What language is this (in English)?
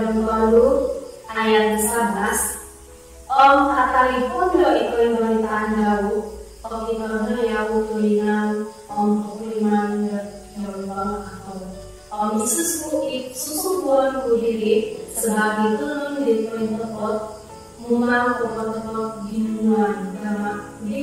Central Dusun